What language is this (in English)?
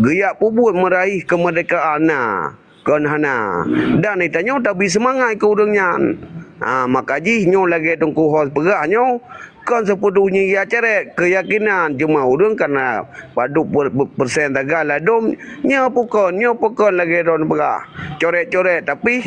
Achinese